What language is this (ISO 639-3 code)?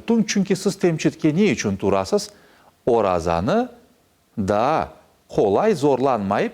crh